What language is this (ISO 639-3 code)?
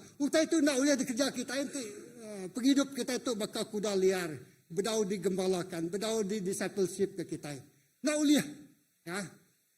iba